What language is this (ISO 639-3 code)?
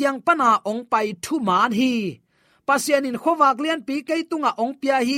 ctd